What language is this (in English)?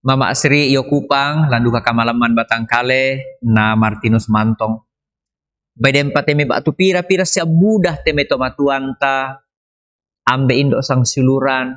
Toraja-Sa'dan